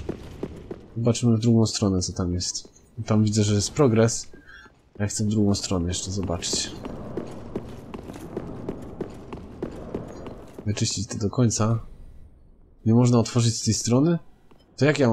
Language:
Polish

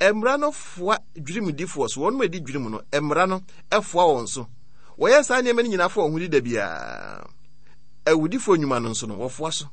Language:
Akan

